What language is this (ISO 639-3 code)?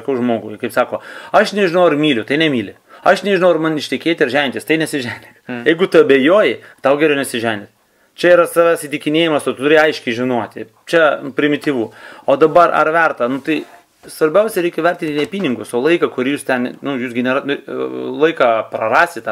lit